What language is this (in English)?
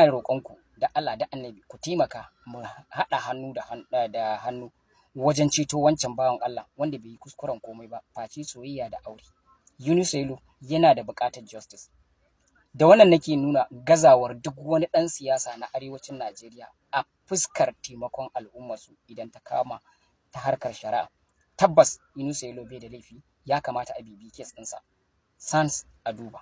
Hausa